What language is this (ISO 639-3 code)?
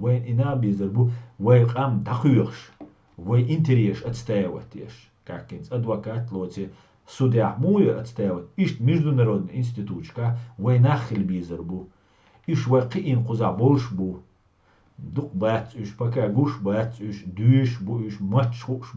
che